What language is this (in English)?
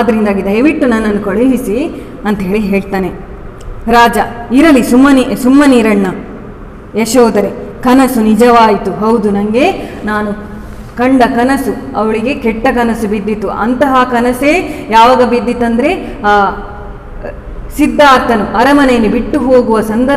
Kannada